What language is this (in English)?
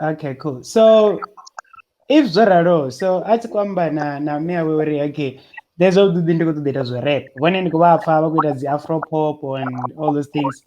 Venda